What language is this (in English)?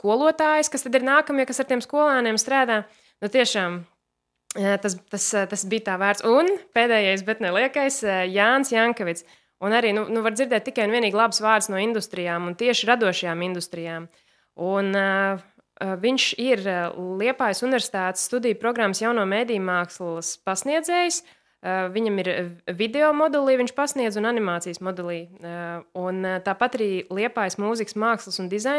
Latvian